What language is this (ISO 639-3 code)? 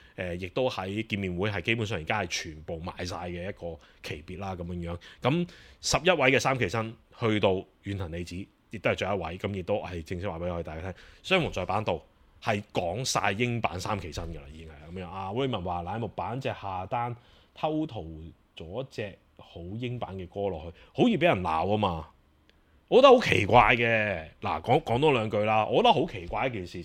yue